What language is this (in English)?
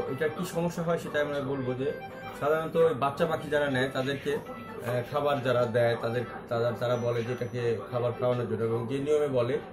Bangla